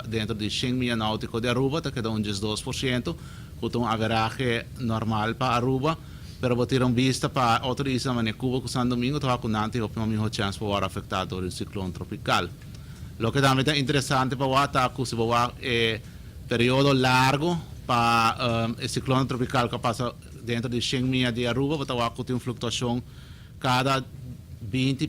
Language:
Papiamento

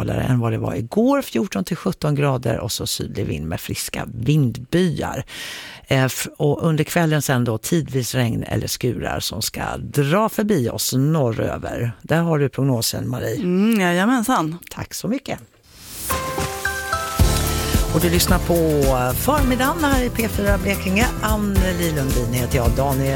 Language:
Swedish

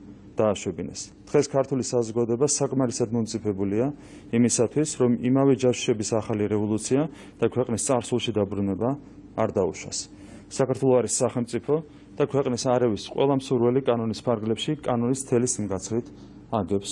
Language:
Georgian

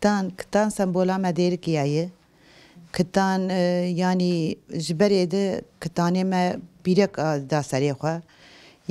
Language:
Kurdish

